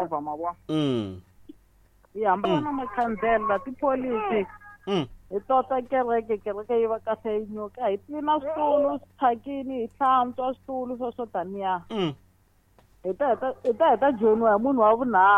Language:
Tsonga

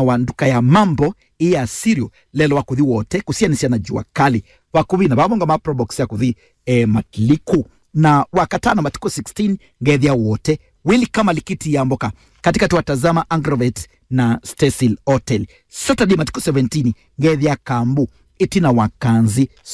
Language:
Kamba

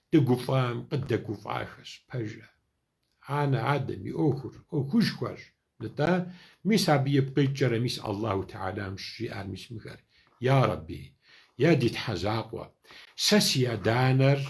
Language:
Kabardian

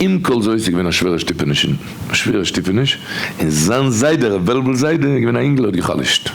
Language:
Yiddish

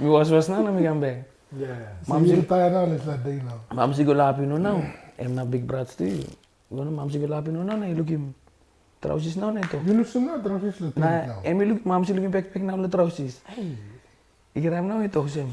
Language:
Tok Pisin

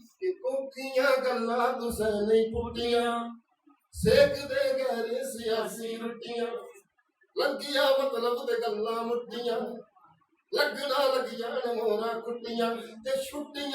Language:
Dogri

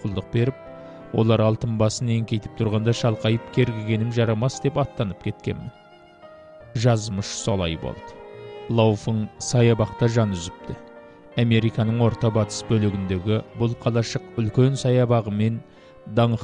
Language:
Kazakh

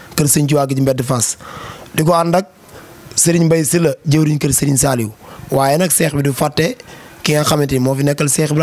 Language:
Wolof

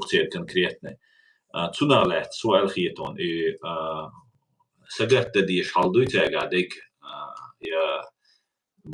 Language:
Chechen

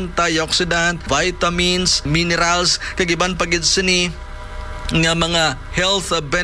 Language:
Hiligaynon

